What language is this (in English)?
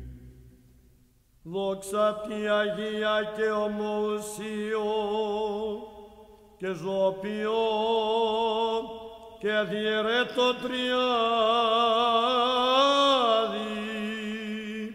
Greek